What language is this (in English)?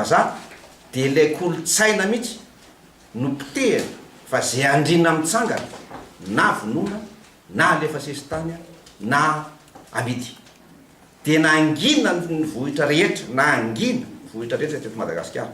Malagasy